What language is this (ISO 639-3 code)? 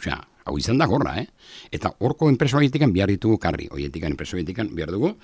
eus